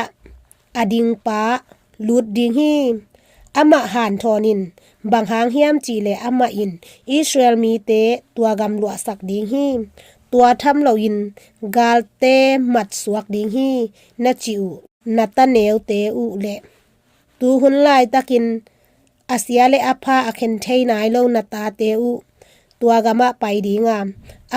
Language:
Tedim Chin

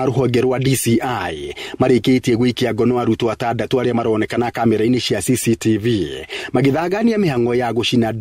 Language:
Kikuyu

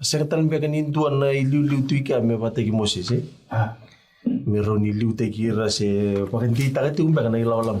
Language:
Fijian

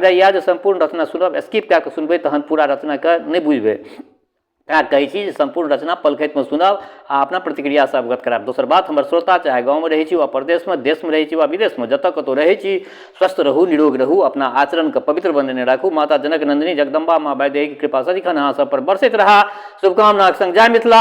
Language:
Maithili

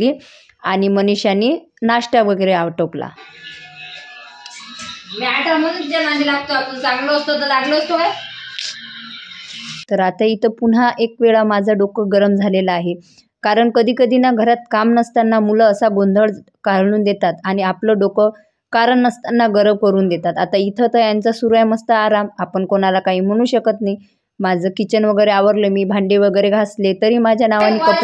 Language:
Marathi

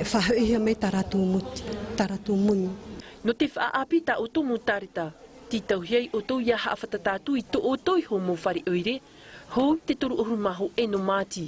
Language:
Tahitian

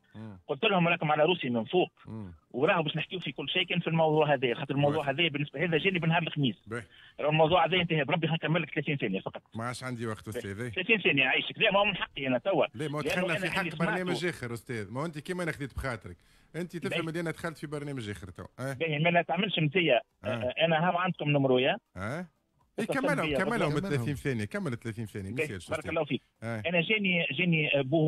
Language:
Tunisian Arabic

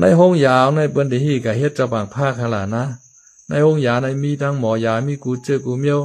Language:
Shan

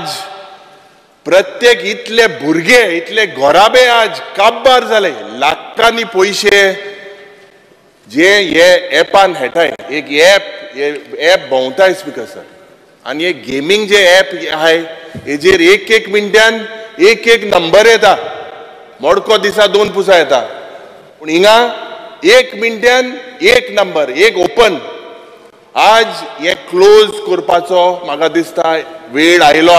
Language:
Konkani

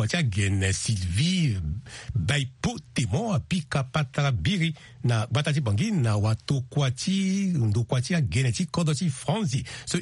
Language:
Sango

